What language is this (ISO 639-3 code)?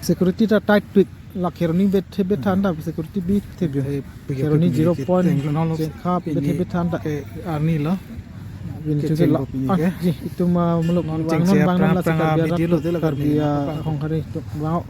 mjw